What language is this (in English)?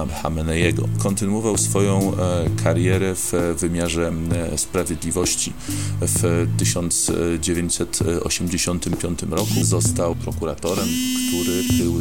Polish